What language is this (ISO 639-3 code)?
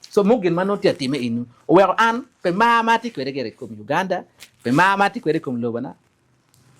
ach